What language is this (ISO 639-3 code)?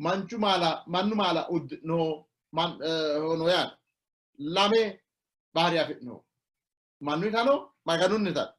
sid